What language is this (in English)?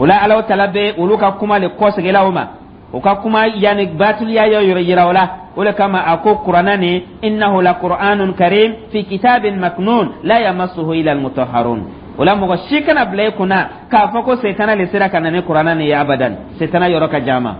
Dyula